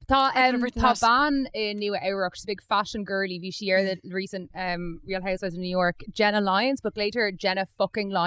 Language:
Irish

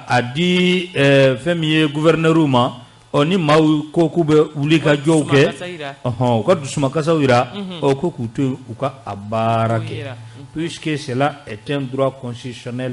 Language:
Bambara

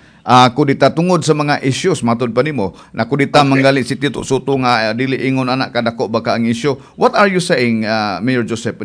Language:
Cebuano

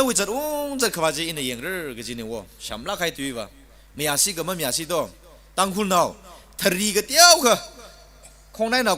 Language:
Tangkhul Naga (India)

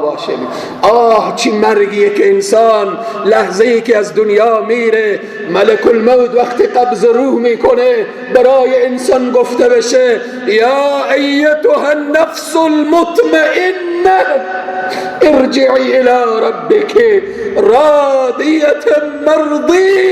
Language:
Persian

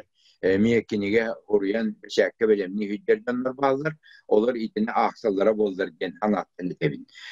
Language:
Yakut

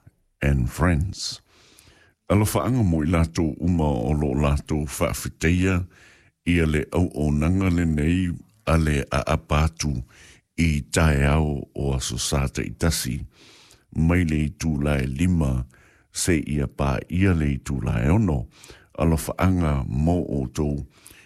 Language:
Samoan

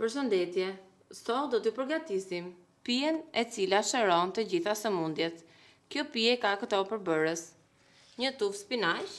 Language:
Albanian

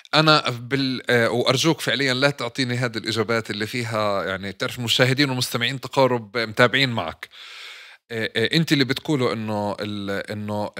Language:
North Levantine Arabic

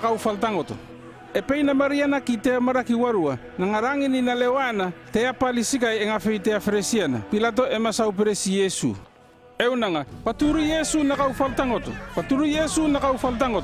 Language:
North Efate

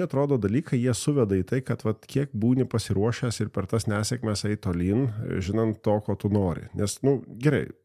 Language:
Lithuanian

